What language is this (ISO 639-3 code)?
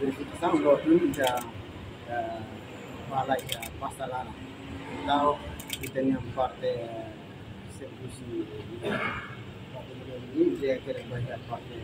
tet